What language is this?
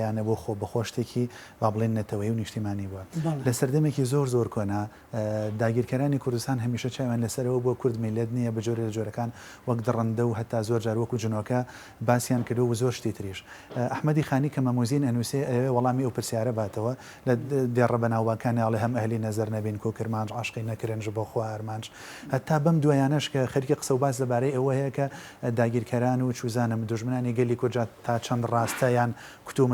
Central Kurdish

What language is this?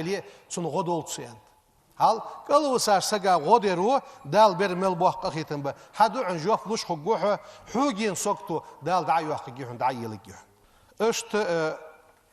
Ingush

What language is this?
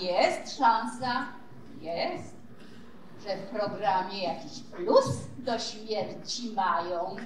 Silesian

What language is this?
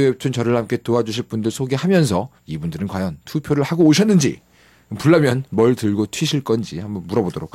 Korean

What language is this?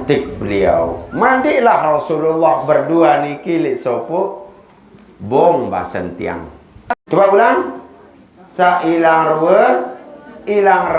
Sasak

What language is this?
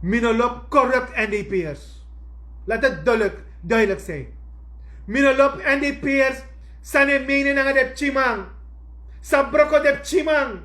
Sranan Tongo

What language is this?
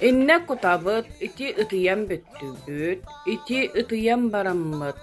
Yakut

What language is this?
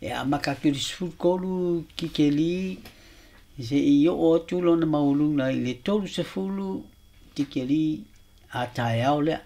Samoan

